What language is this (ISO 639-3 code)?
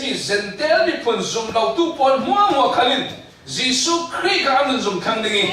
cfm